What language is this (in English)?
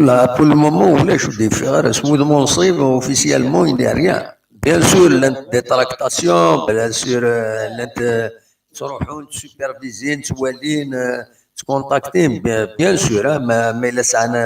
Kabyle